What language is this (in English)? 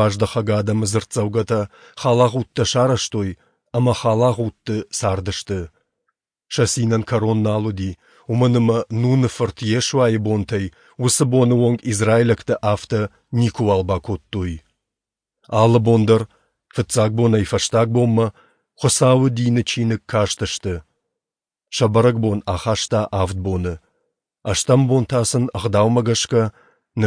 Ossetic